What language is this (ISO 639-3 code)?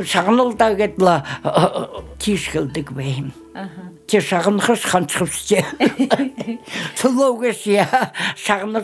bua